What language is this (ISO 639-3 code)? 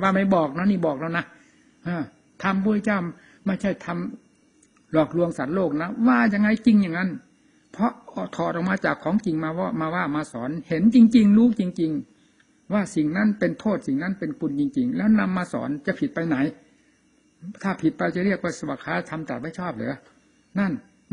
tha